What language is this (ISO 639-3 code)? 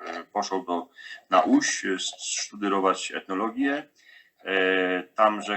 szl